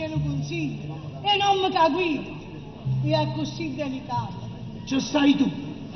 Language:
Neapolitan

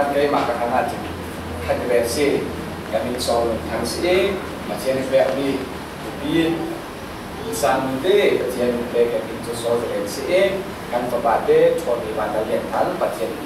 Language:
Falam Chin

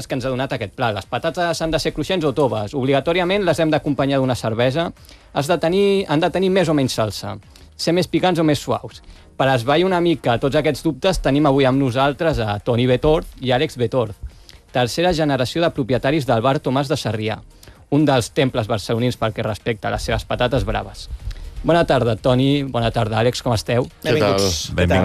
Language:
Catalan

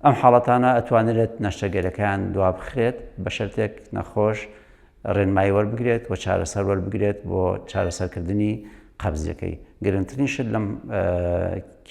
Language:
Central Kurdish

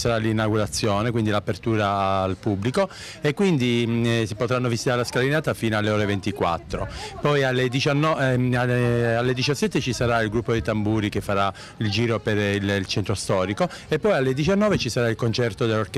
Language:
Italian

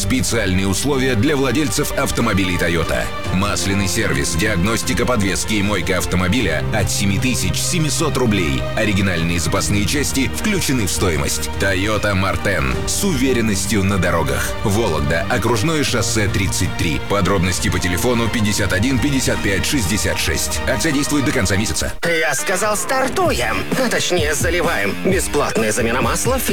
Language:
Russian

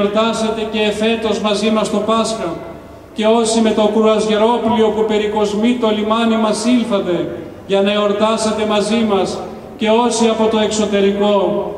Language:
Greek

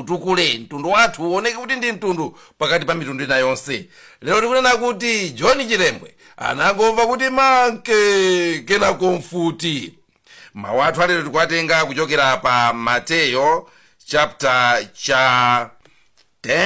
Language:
Nyanja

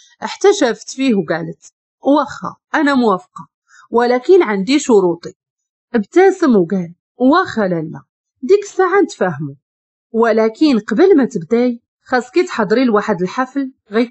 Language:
Moroccan Arabic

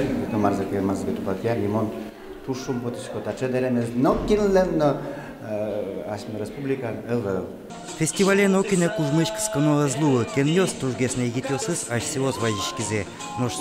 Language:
Udmurt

